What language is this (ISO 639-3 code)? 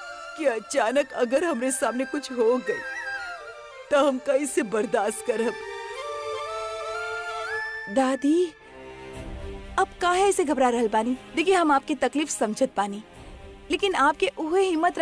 bho